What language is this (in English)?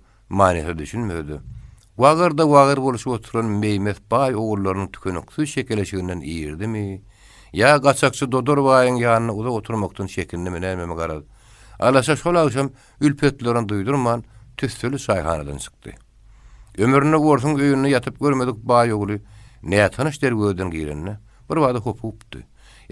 Turkmen